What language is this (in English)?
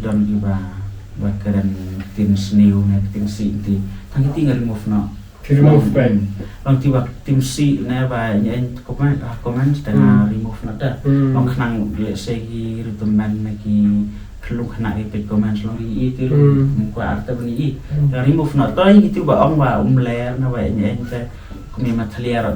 Khasi